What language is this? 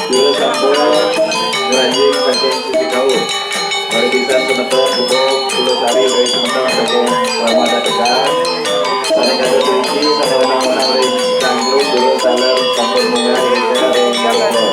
Balinese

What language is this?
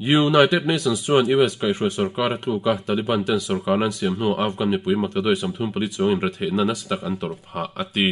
Mizo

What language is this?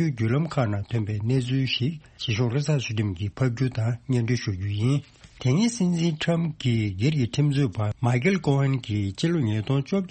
Tibetan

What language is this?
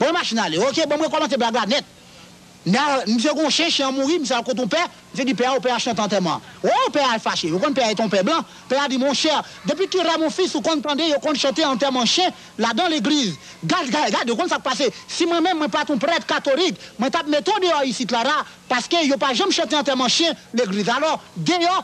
Haitian Creole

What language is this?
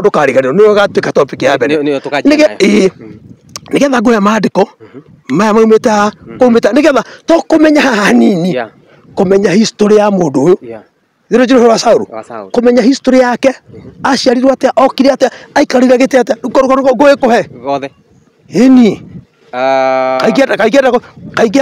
Kikuyu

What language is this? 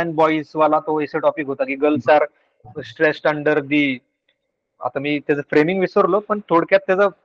Marathi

